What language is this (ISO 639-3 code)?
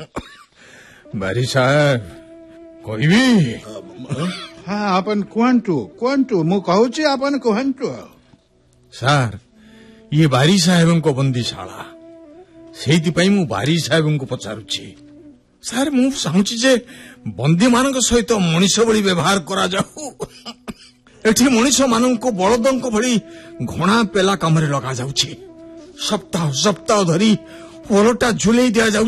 ori